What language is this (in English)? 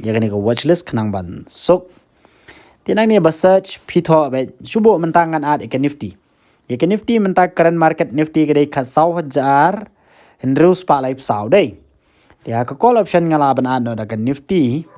Khasi